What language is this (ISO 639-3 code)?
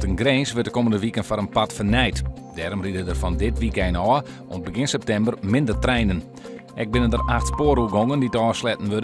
fry